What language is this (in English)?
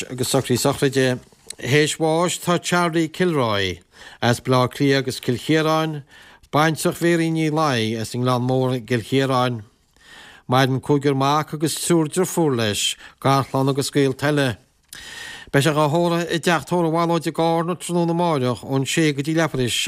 Irish